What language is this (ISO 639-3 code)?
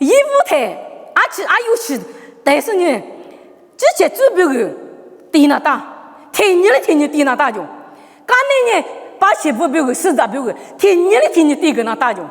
lis